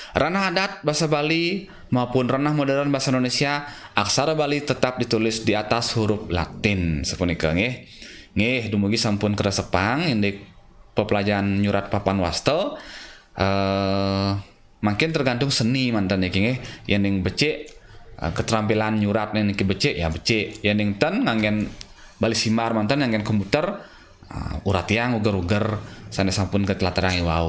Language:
Balinese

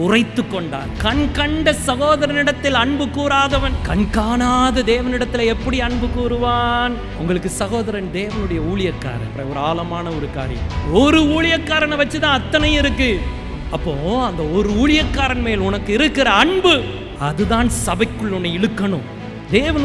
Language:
Tamil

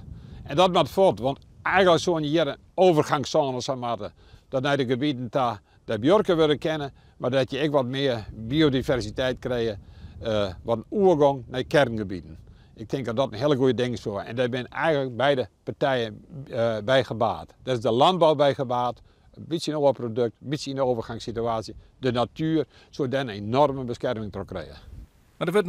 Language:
Western Frisian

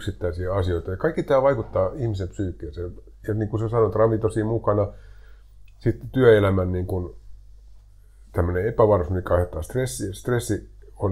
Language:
Finnish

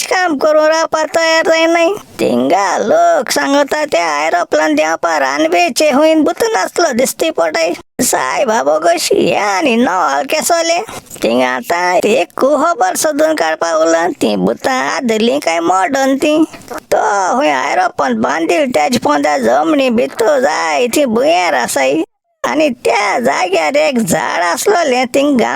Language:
Konkani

